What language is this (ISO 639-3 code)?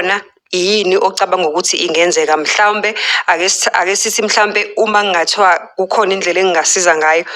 zul